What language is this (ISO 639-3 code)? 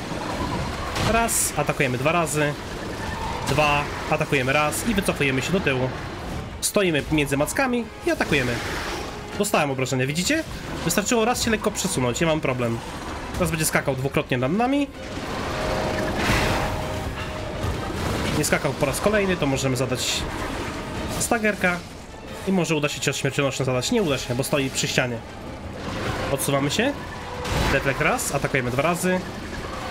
pol